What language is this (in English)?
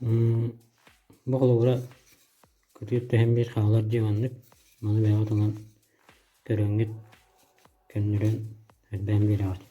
Yakut